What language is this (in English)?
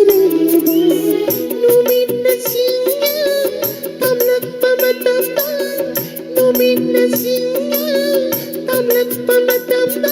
Manipuri